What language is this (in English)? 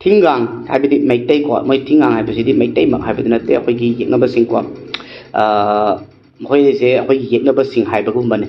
Manipuri